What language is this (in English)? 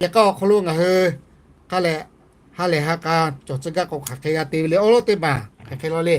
Lahu